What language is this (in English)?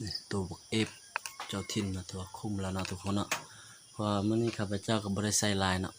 Lao